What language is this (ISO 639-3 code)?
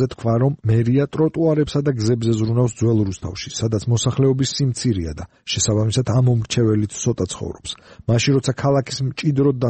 kat